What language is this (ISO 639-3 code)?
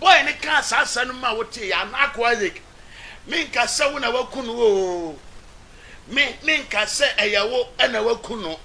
aka